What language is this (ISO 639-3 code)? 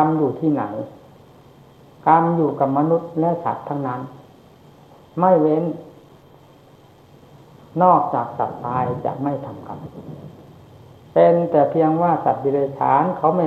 tha